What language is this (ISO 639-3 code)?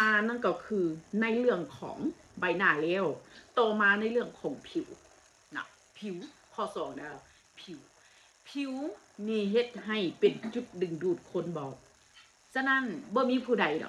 tts